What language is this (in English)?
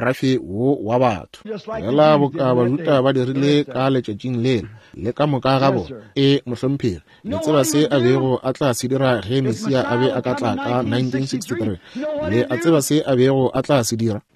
Northern Sotho